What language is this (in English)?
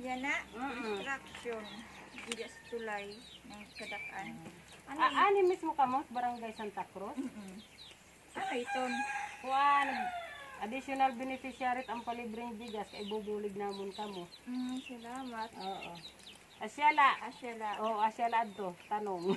Waray